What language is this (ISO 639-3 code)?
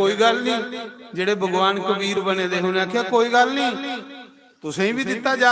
doi